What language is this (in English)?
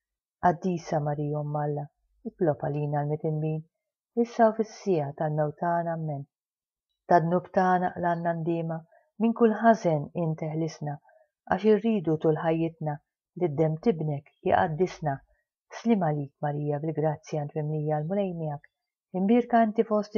Maltese